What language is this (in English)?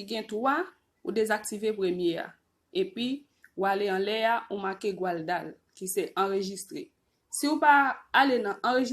Haitian Creole